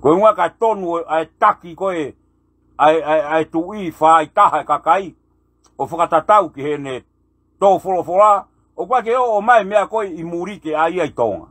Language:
Tongan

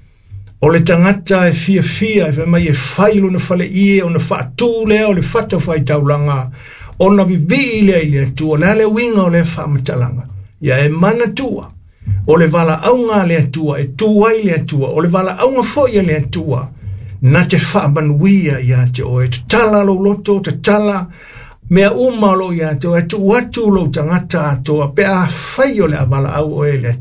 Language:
Samoan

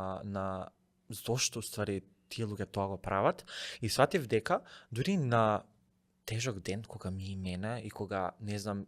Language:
Macedonian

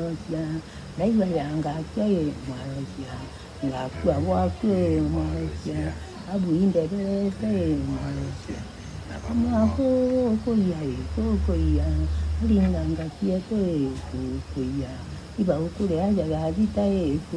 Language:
Meru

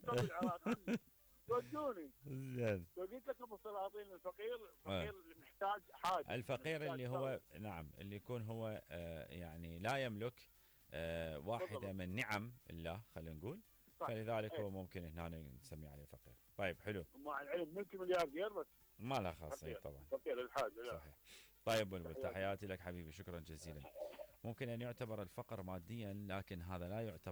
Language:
Mesopotamian Arabic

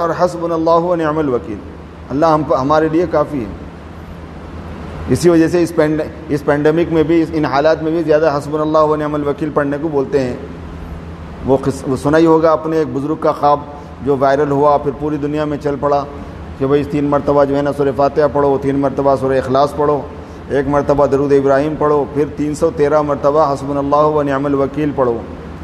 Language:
Urdu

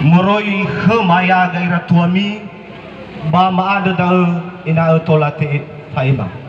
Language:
Nias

